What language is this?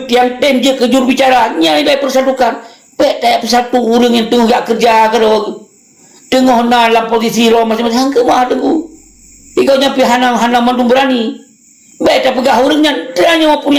Achinese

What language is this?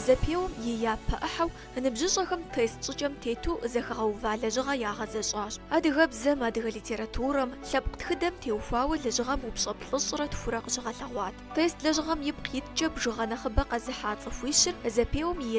Kabardian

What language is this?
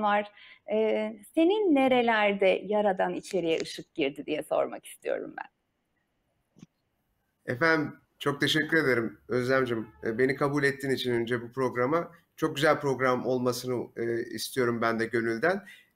Turkish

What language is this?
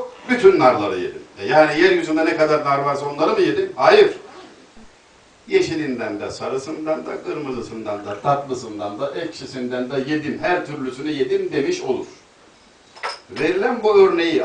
Turkish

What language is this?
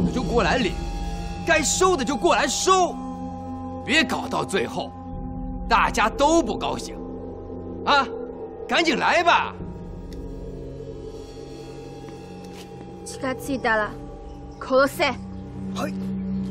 Chinese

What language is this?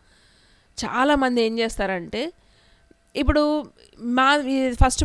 Telugu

